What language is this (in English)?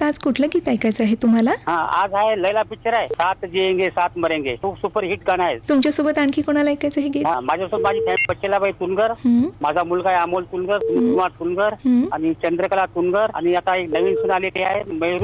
Marathi